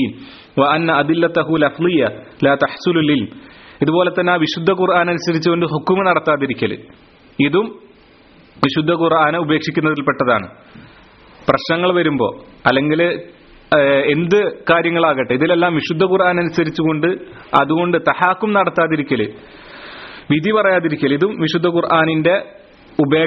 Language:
Malayalam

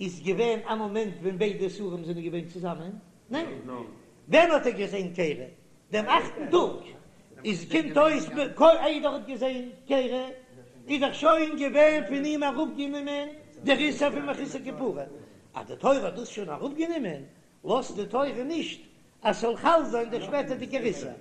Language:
Yiddish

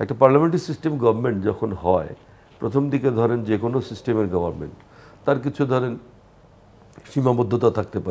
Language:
Bangla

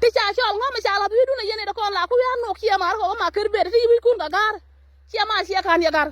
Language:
Nuer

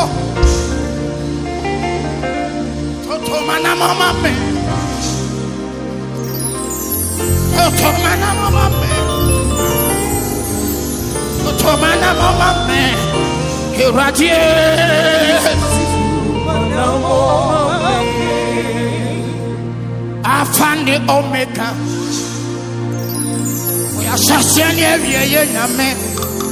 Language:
English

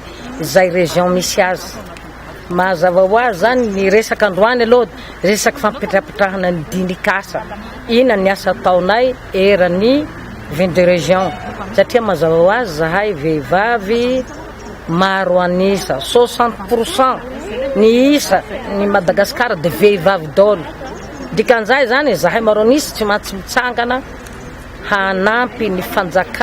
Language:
Malagasy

